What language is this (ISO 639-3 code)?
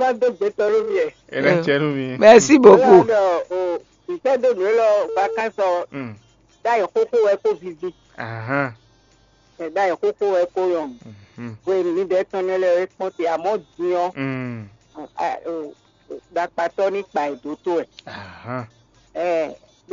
fon